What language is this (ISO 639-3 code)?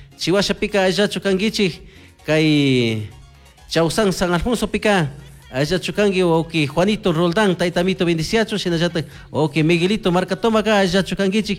qug